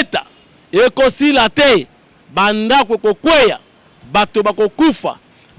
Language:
Lingala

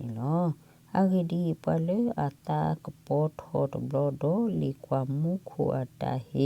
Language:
S'gaw Karen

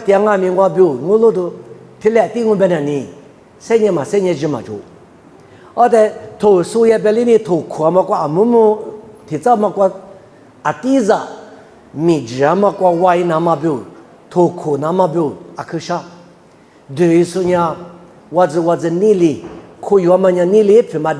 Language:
Lisu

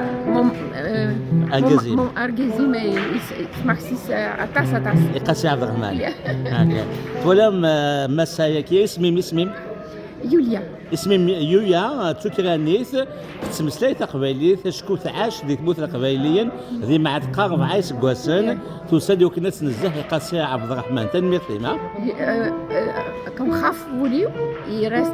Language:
Kabyle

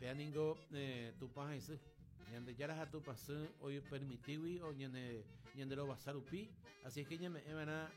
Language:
Guarani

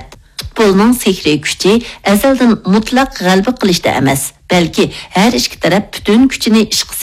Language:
Uyghur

